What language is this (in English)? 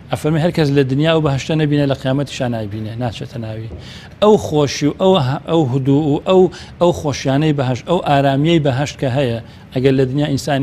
Central Kurdish